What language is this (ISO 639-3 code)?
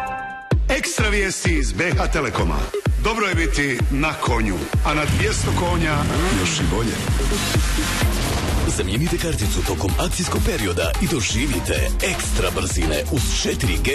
bos